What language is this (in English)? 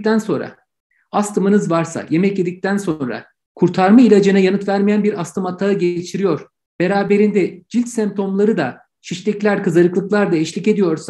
Turkish